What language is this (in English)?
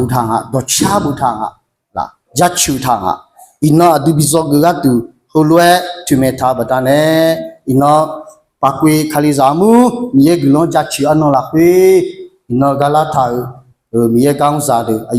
Akha